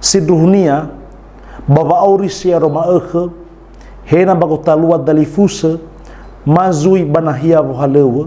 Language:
Nias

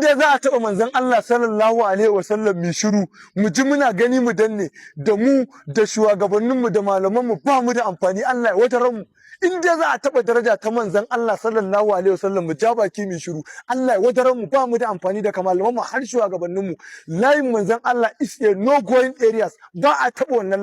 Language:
Hausa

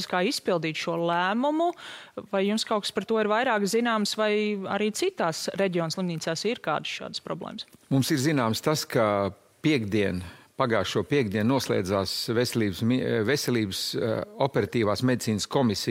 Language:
Latvian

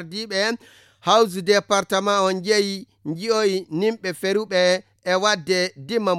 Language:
Fula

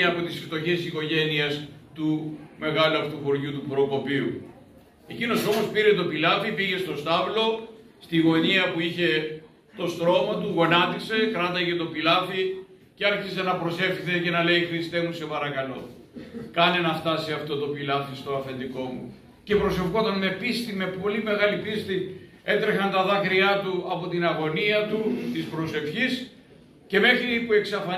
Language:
Greek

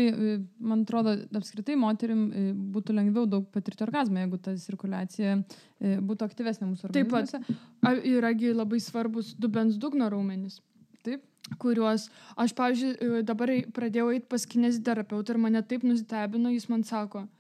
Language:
Lithuanian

